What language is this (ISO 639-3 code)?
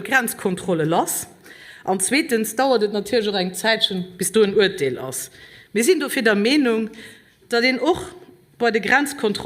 ltz